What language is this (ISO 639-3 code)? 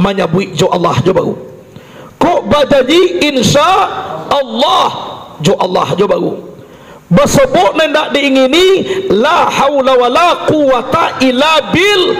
min